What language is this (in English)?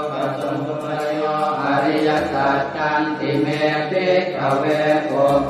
Pali